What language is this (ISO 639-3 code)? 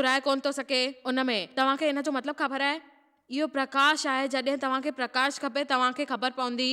snd